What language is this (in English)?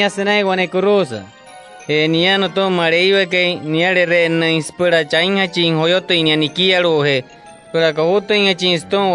Wayuu